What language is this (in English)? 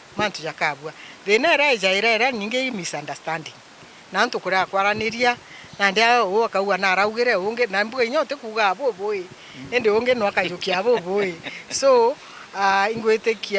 Meru